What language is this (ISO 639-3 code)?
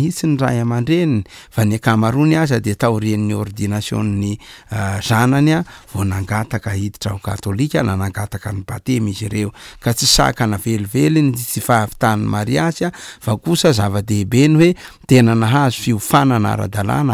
mlg